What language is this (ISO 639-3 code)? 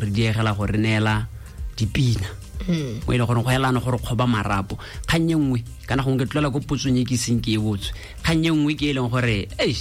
tsn